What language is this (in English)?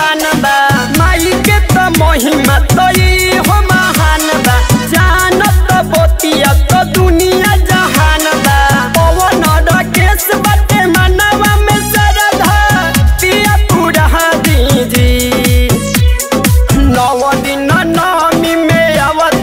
Bhojpuri